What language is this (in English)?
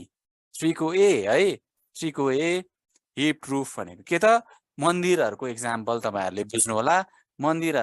Nepali